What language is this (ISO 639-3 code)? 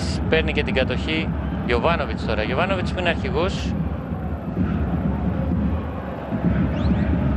ell